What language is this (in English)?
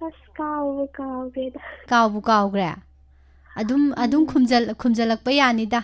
Manipuri